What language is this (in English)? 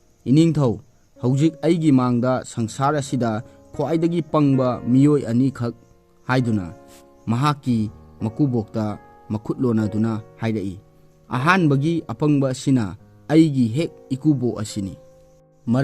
Manipuri